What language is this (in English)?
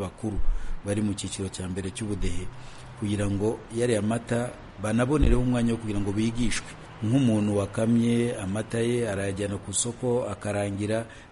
Kinyarwanda